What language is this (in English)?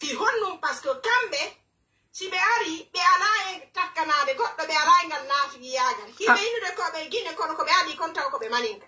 Pular